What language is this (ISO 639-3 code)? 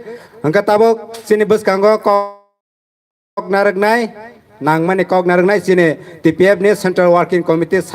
trp